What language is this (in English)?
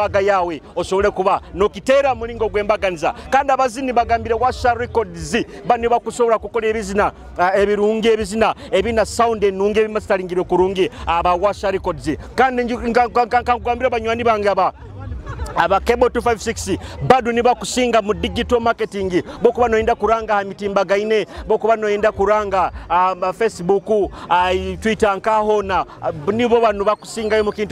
Nyoro